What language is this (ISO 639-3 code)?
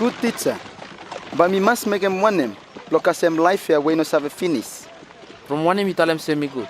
bis